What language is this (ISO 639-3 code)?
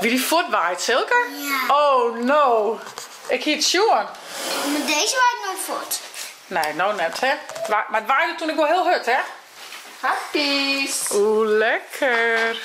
fry